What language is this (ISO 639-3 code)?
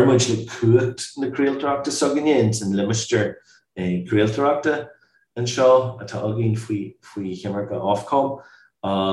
gle